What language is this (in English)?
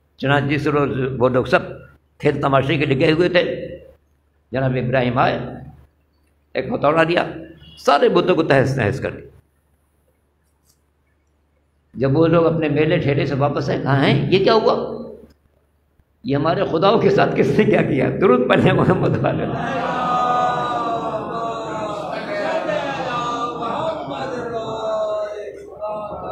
Urdu